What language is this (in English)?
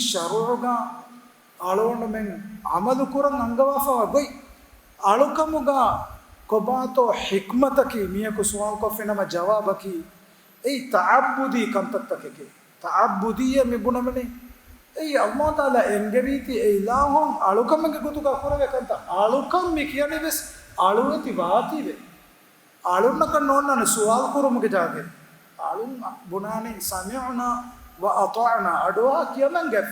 Divehi